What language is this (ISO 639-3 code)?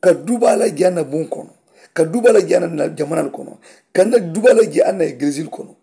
man